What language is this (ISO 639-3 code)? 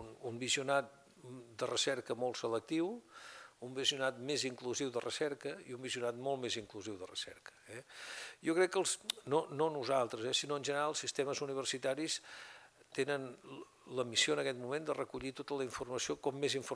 cat